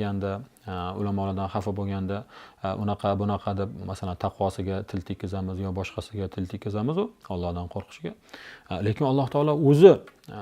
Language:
Uzbek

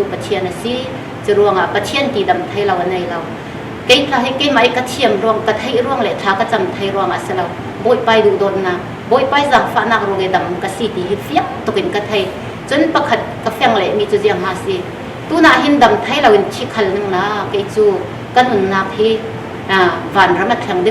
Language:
Falam Chin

